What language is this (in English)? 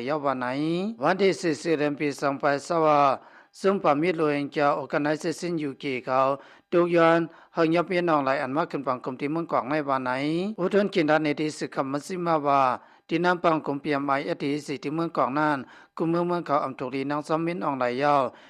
Lao